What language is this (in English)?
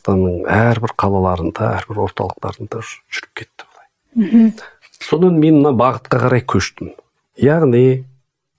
Kazakh